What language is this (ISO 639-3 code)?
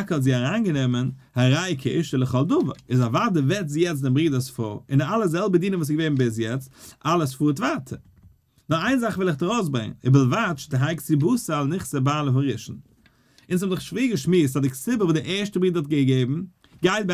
yid